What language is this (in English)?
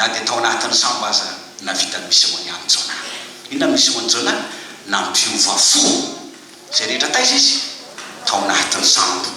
Malagasy